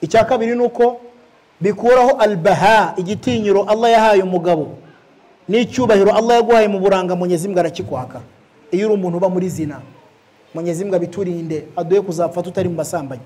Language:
Kinyarwanda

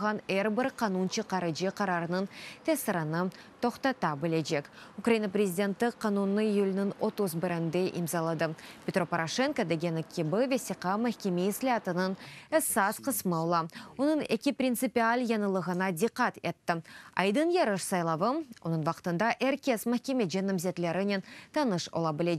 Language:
Crimean Tatar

